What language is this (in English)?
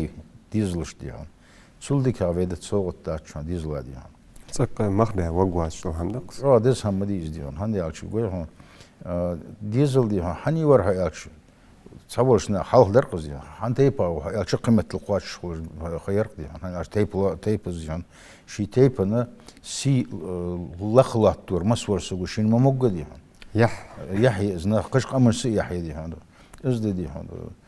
Ingush